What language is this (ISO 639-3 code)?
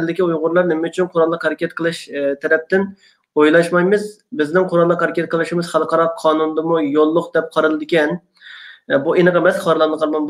uig